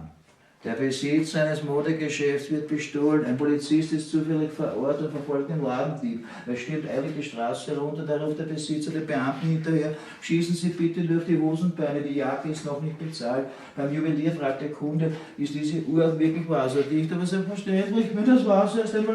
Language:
Bavarian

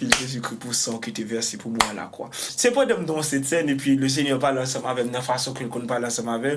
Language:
Haitian Creole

